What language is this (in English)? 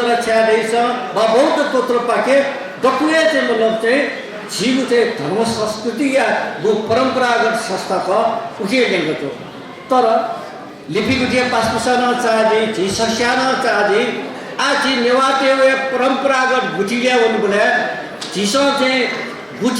Newari